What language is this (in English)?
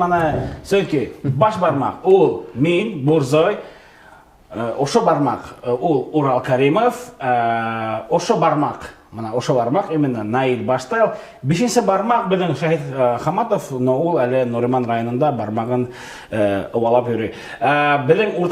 Bashkir